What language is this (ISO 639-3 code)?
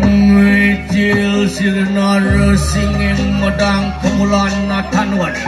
ban